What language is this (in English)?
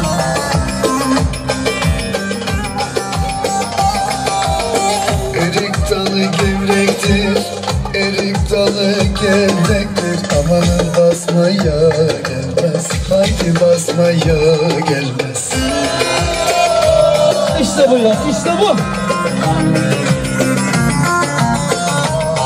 Turkish